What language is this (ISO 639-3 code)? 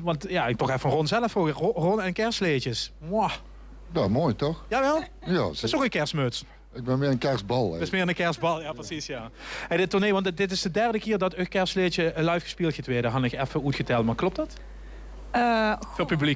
lim